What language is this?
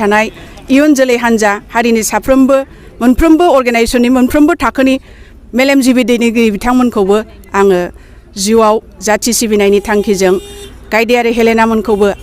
Bodo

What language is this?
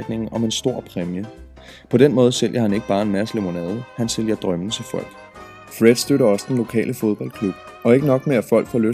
Danish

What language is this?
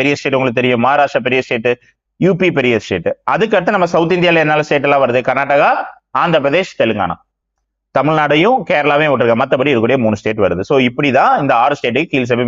Tamil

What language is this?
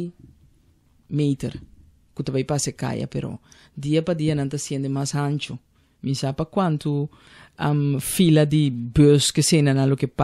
Papiamento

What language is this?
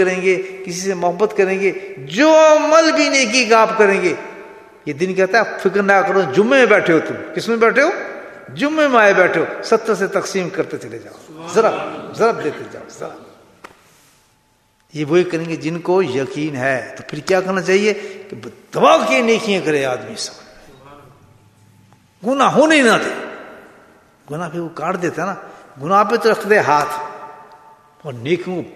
Urdu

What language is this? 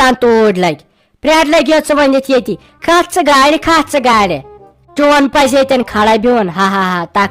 Kashmiri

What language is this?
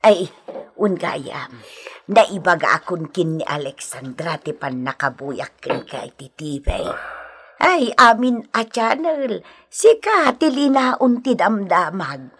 Iloko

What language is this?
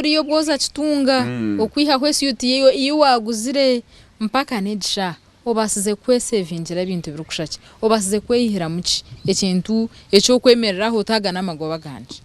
Nyankole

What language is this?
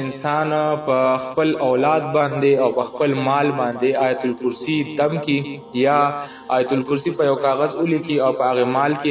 Pashto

